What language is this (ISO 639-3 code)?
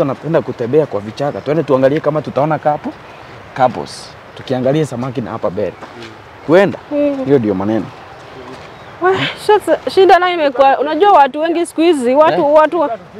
swa